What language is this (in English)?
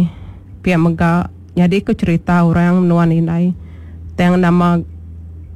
Iban